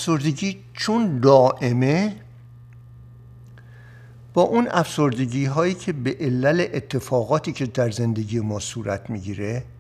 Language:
Persian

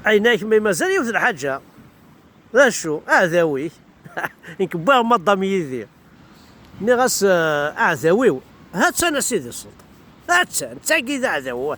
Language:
Kabyle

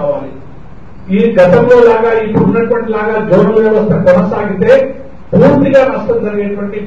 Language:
Telugu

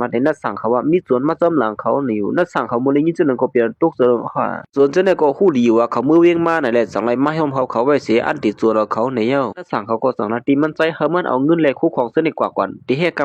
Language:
Shan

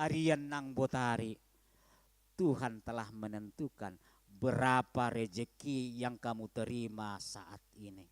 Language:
Batak Simalungun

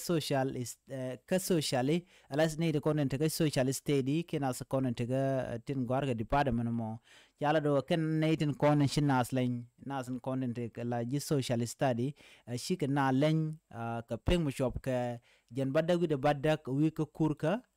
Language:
Nuer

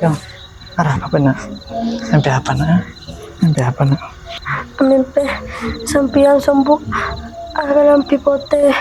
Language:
Madurese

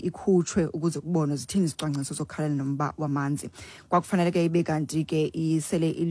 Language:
Xhosa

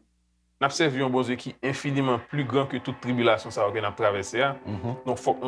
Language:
Haitian Creole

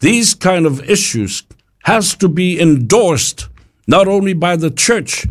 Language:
Samoan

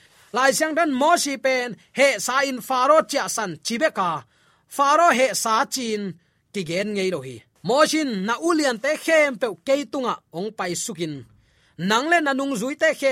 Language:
Tedim Chin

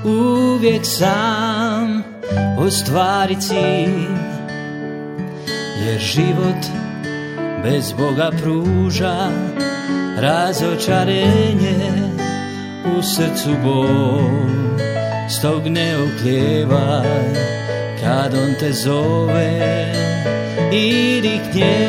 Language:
Croatian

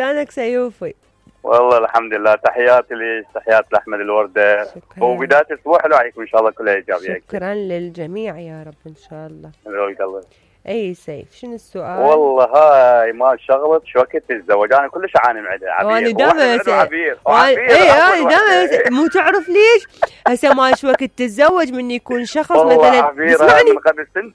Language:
Mesopotamian Arabic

